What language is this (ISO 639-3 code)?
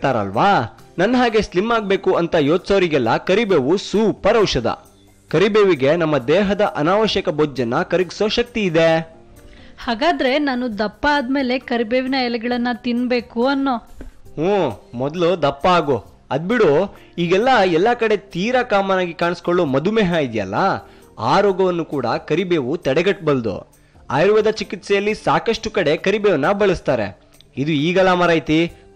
kan